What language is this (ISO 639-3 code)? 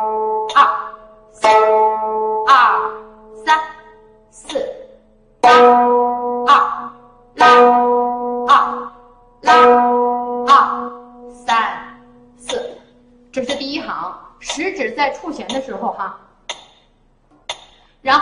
zho